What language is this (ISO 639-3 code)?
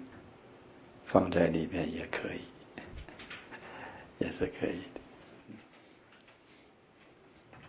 zho